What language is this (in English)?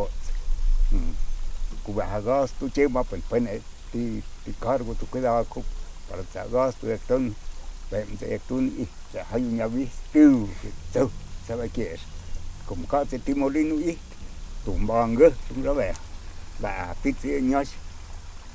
Totontepec Mixe